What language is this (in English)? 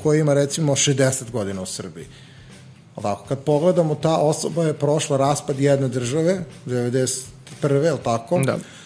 Serbian